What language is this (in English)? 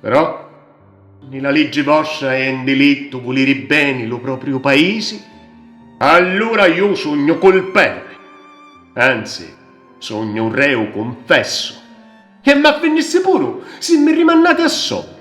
Sicilian